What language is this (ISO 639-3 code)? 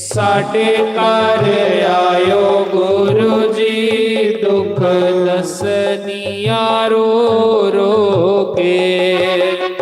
doi